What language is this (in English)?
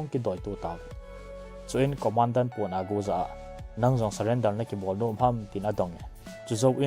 Thado Chin